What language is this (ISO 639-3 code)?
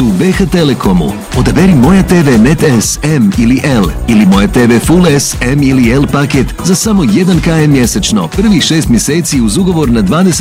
bos